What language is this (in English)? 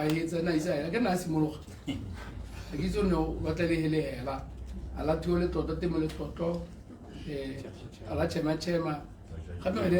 Tswana